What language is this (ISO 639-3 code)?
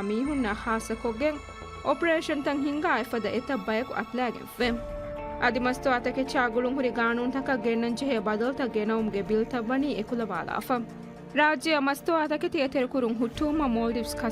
div